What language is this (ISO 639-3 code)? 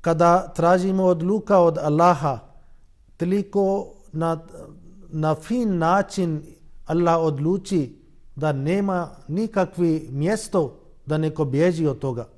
bos